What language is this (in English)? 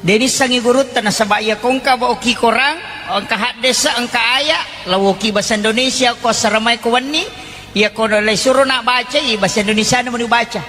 Buginese